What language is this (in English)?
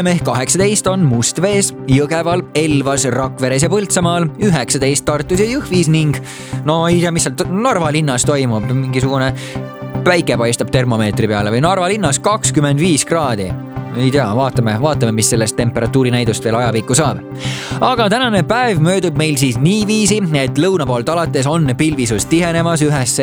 Estonian